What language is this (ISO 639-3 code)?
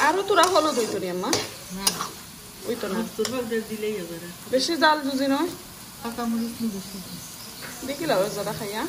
syl